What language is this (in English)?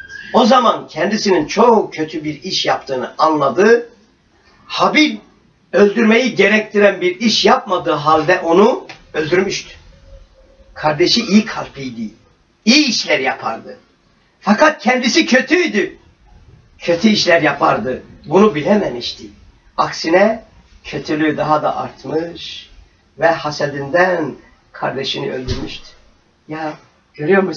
Turkish